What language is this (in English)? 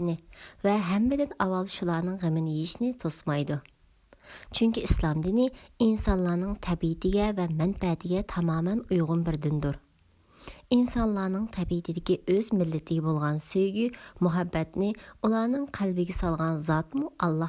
Uyghur